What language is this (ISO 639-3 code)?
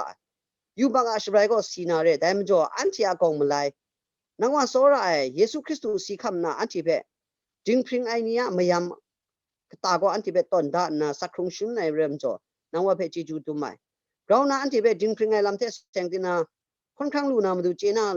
kac